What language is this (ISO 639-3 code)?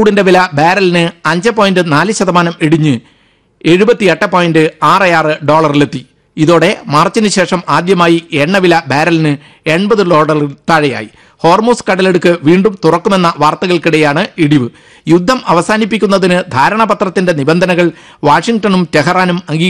mal